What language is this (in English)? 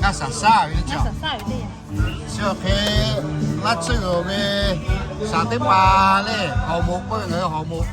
Lahu